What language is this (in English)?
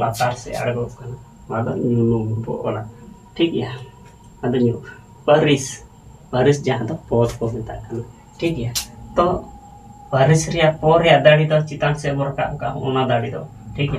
Santali